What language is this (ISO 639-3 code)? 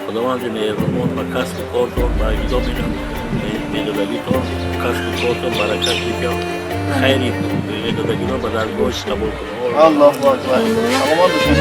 tgk